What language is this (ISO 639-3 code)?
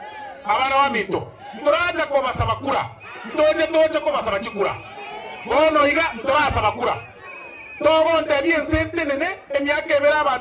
guz